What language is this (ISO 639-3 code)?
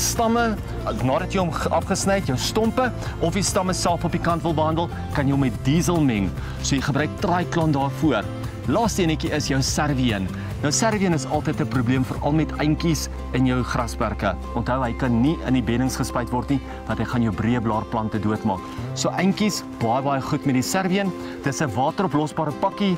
afr